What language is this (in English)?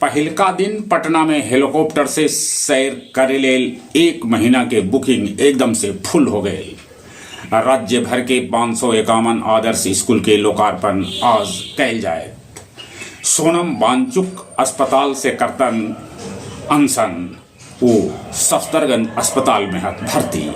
Magahi